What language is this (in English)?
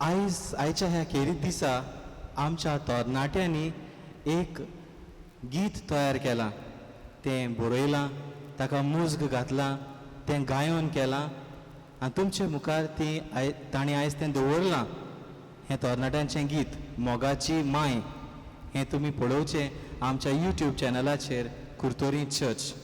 Konkani